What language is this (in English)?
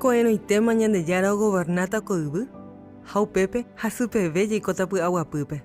Guarani